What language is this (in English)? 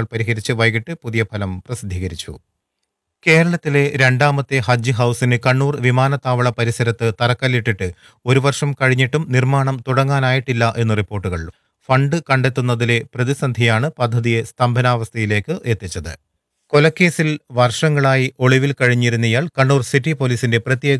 Malayalam